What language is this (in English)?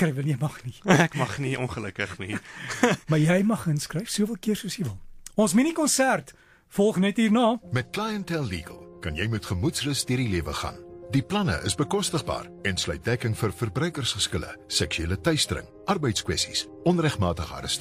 Afrikaans